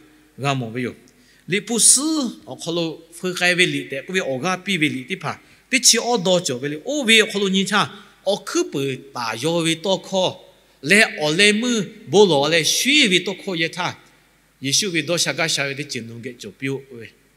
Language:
Lahu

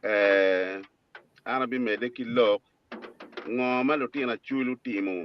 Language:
Acoli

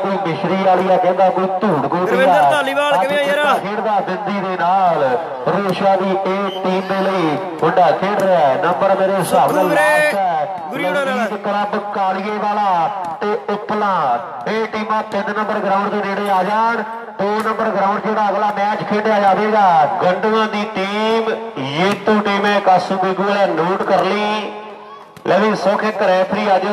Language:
Punjabi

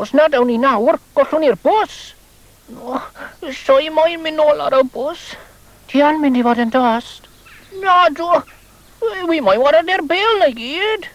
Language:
Welsh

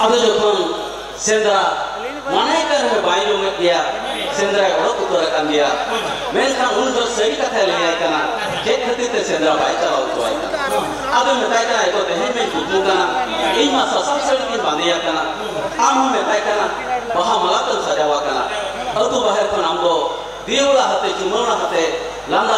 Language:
Santali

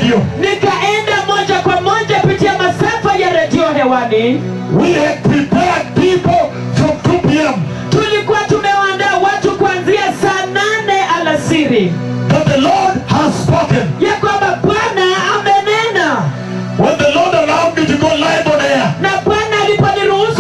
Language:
Swahili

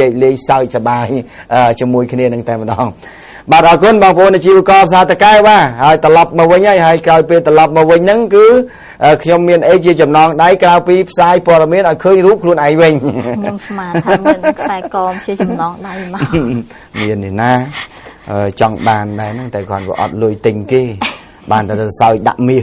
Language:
Khmer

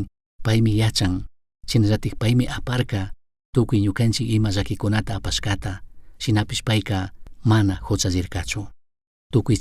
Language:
Chimborazo Highland Quichua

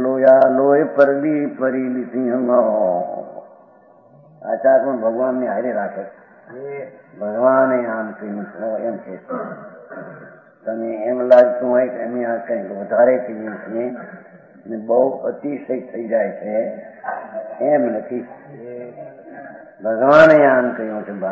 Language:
Gujarati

